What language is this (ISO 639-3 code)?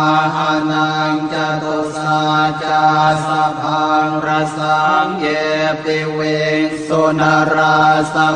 pli